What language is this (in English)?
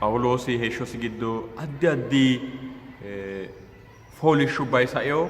Sidamo